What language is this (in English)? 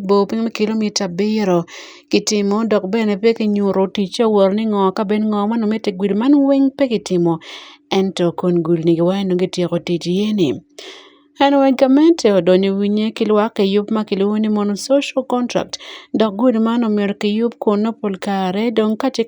Acoli